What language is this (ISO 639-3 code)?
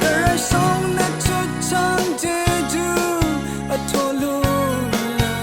raw